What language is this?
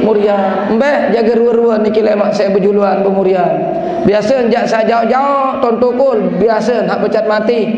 Sasak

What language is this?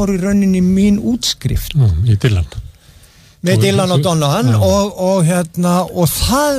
Icelandic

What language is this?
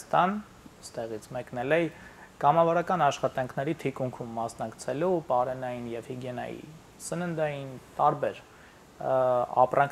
Armenian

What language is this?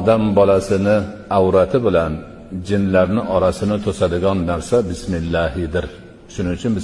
Uzbek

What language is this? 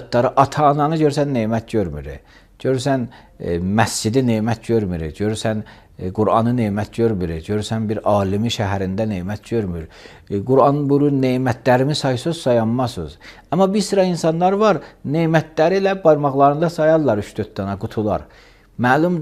Azerbaijani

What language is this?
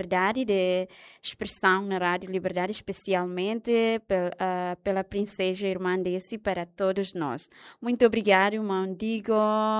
Tetum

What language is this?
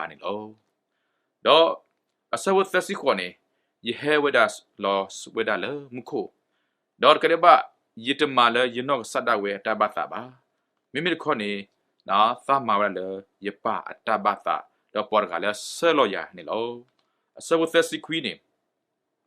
S'gaw Karen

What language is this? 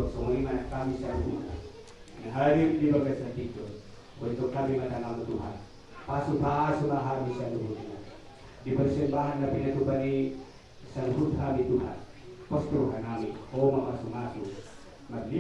Batak Toba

